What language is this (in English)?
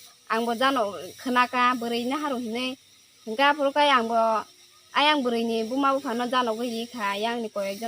Kok Borok